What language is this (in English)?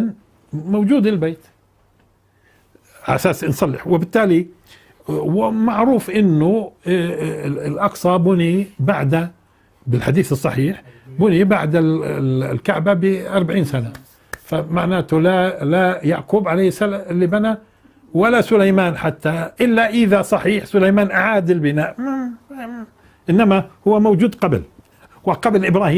South Levantine Arabic